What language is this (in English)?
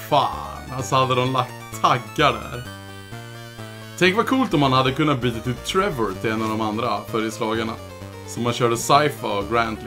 Swedish